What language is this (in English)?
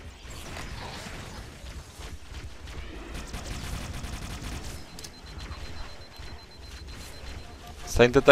Hungarian